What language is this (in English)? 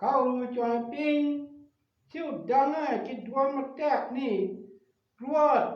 Acoli